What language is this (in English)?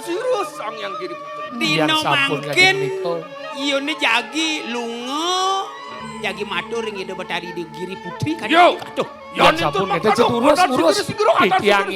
Balinese